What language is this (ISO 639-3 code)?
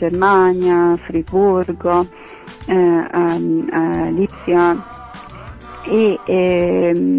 ita